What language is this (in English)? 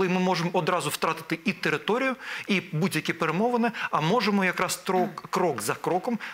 Ukrainian